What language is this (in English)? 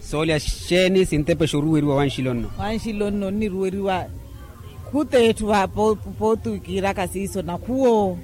Makhuwa